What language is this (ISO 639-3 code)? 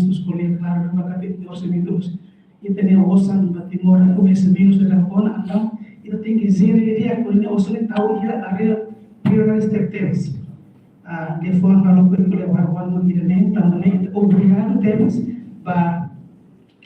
tet